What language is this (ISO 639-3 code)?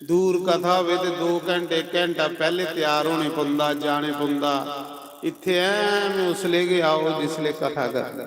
doi